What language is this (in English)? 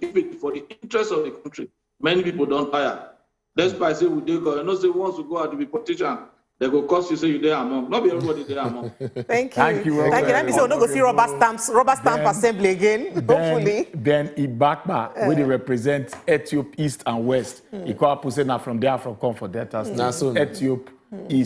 Nigerian Pidgin